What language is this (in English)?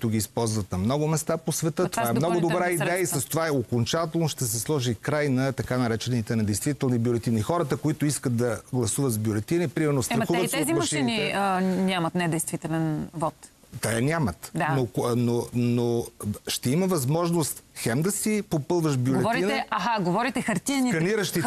Bulgarian